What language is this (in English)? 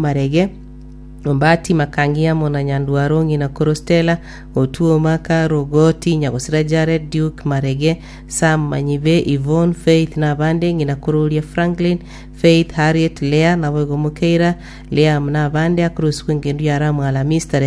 Gusii